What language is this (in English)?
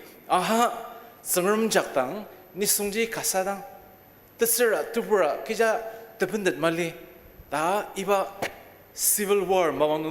Ao Naga